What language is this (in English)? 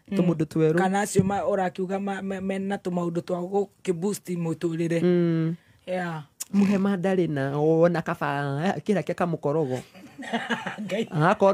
Kikuyu